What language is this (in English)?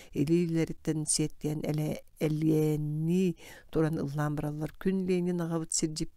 Yakut